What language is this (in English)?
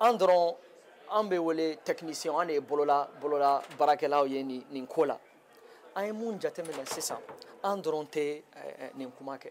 Bambara